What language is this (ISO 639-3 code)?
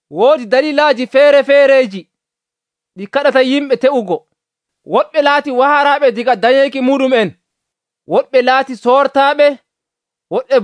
fuv